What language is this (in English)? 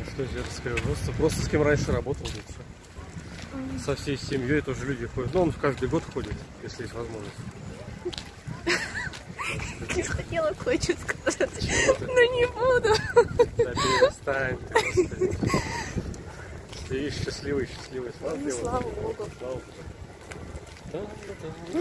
Russian